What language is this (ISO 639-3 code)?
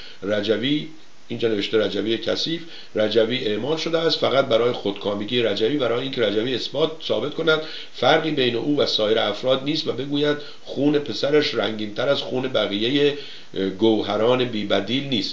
fas